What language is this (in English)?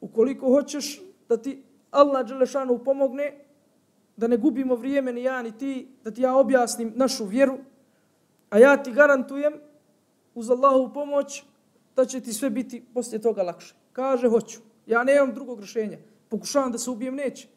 Bosnian